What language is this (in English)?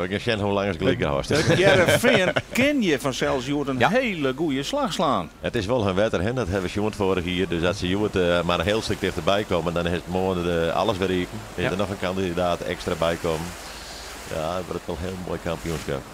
Western Frisian